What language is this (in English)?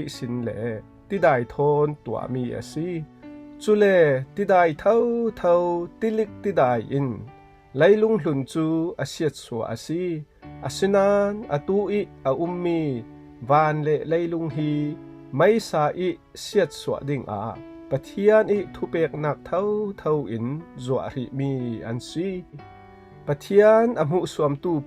Falam Chin